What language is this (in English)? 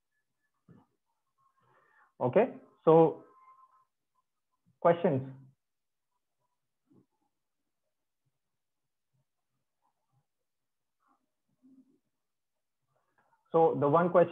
English